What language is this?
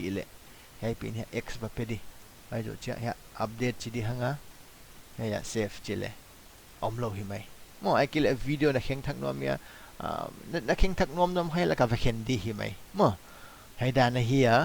Paite Chin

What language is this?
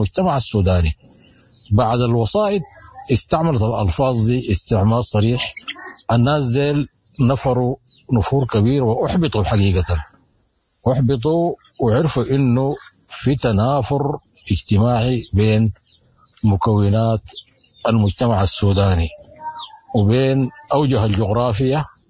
Sudanese Arabic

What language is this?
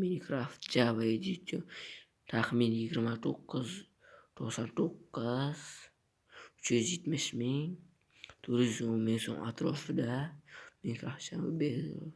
Uzbek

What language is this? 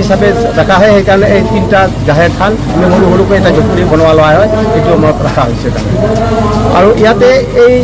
Assamese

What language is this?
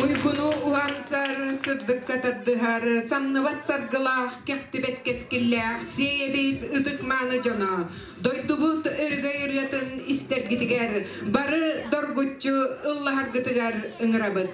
Yakut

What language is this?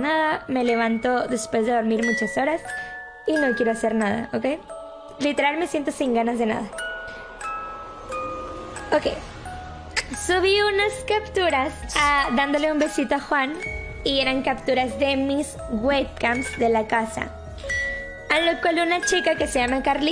Spanish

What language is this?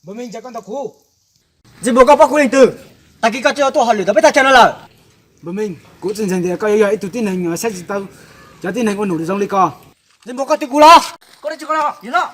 Hmong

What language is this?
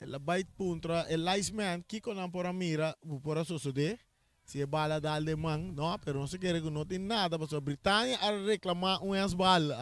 Papiamento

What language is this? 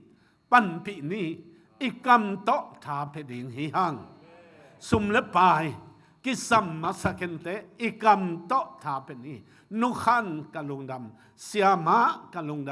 Tedim Chin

